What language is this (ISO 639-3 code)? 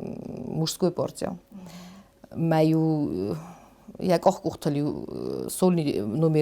oss